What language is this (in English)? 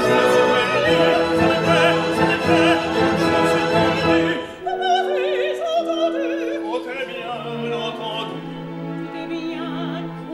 French